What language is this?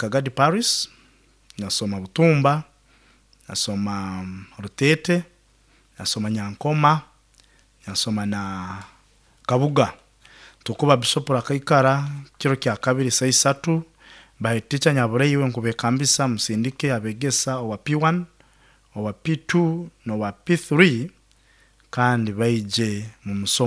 Nyoro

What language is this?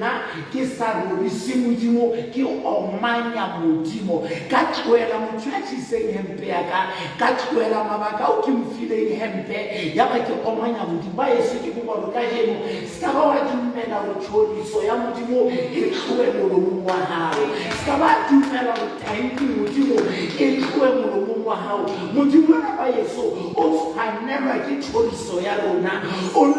Southern Sotho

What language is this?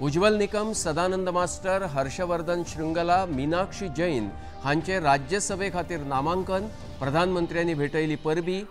Konkani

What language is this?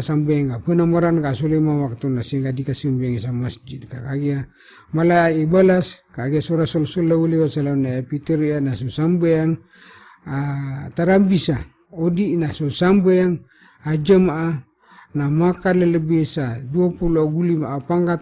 Maranao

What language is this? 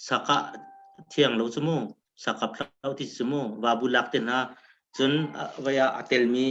Hakha Chin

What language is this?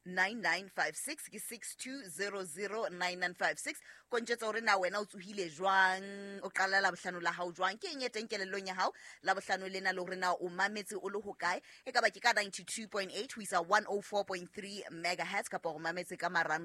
Southern Sotho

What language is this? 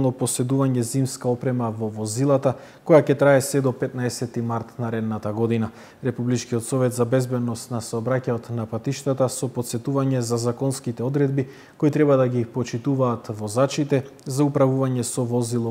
Macedonian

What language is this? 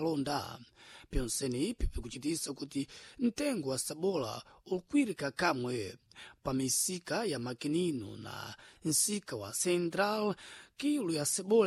Sena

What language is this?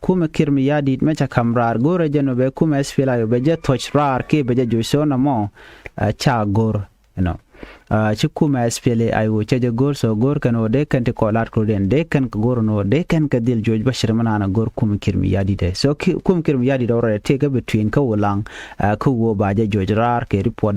Nuer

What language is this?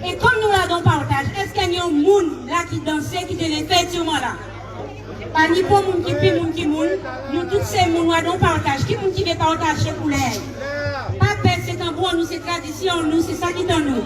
Guadeloupean Creole French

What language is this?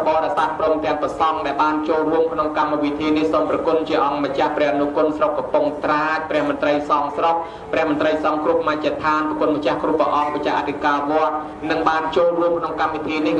Khmer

